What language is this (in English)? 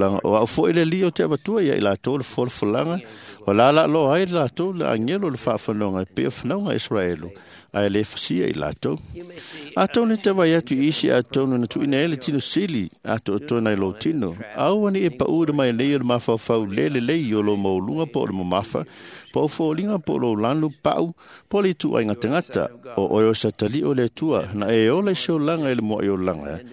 Samoan